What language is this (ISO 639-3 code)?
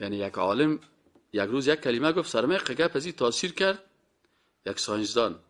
fas